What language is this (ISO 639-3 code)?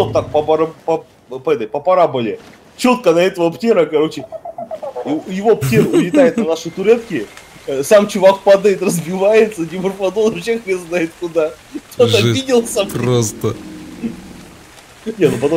rus